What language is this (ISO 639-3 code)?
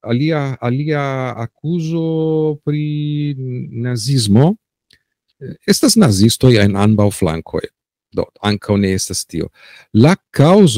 epo